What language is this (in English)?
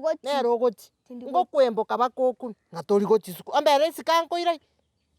Gusii